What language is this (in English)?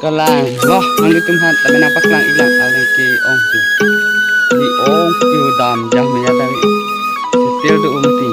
Karbi